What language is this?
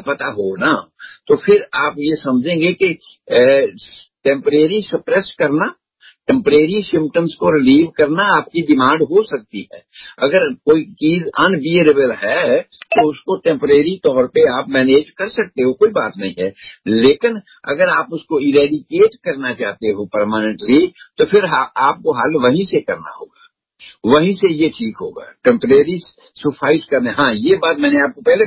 Urdu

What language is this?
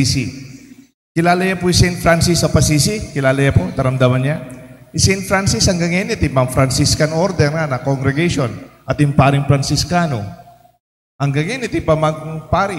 Pampanga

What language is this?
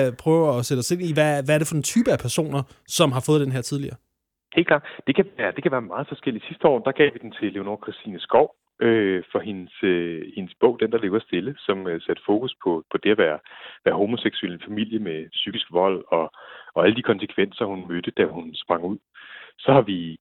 Danish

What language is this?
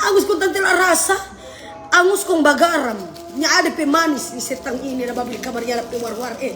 Manado Malay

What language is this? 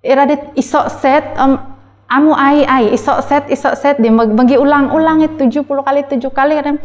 Central Dusun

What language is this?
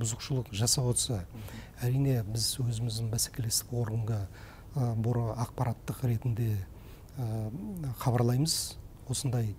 Kazakh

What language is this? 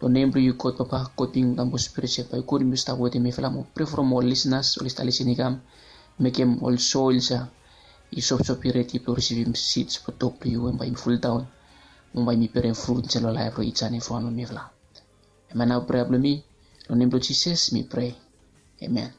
Bislama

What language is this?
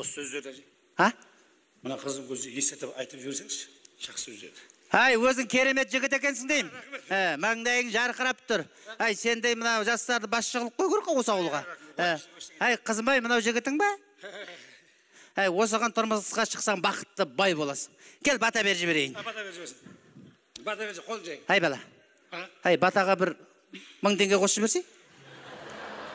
Kazakh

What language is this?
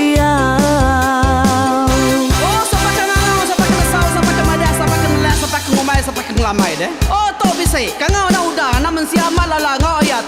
Iban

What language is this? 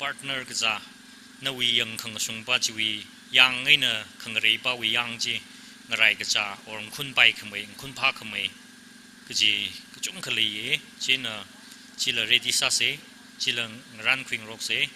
Tangkhul Naga (India)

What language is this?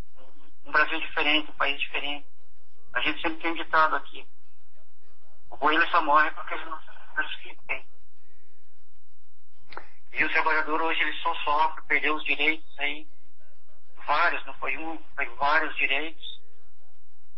Portuguese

